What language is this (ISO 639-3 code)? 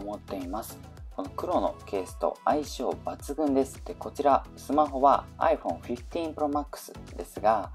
jpn